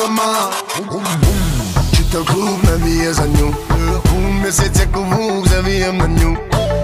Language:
Croatian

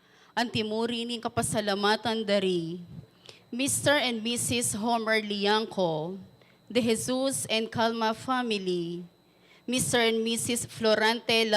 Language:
Pampanga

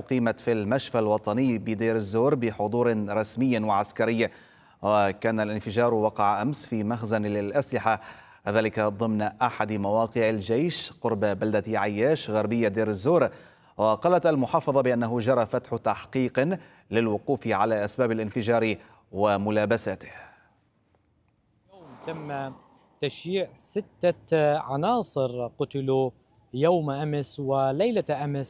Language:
Arabic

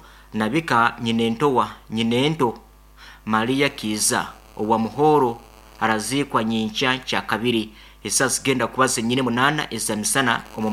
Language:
Nyankole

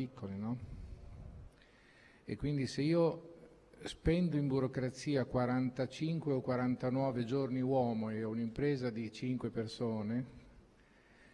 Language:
Italian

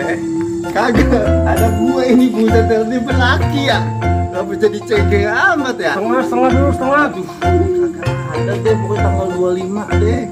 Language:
Betawi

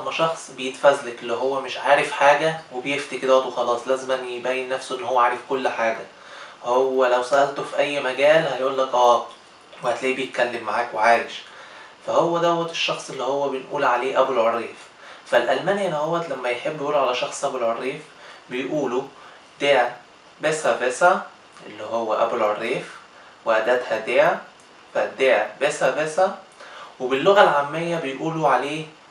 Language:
Egyptian Arabic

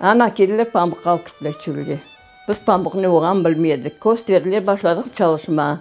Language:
Crimean Tatar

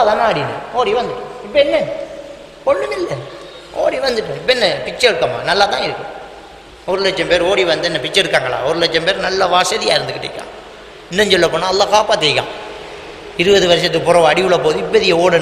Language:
Tamil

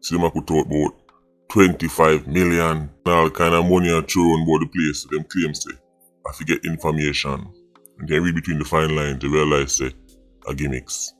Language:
Jamaican Creole English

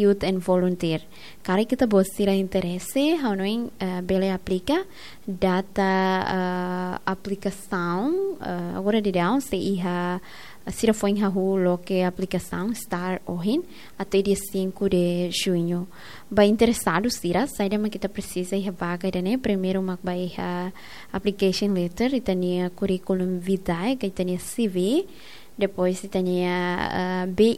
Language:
Tetum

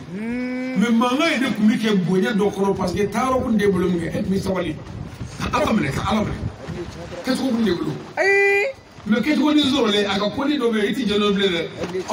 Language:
Shona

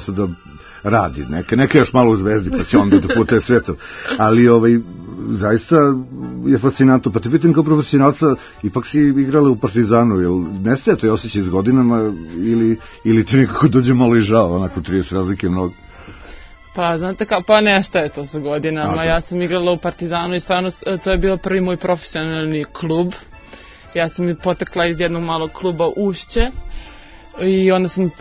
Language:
Serbian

